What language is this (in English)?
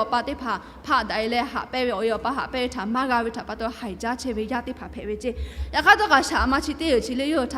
Lahu